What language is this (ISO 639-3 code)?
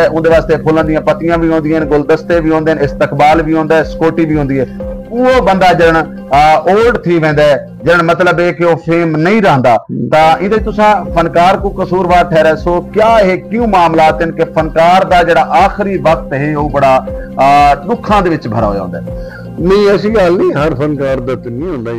skr